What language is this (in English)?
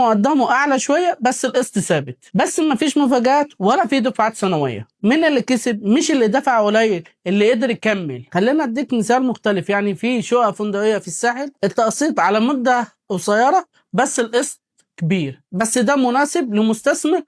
Egyptian Arabic